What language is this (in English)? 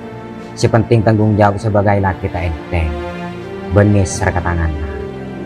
Madurese